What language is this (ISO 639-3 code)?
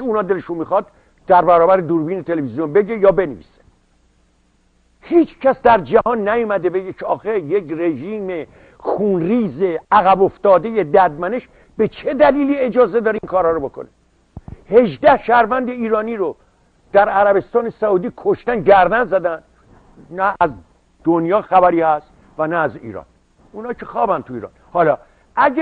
fas